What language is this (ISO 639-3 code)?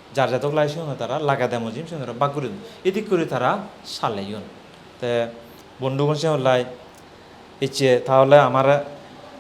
ccp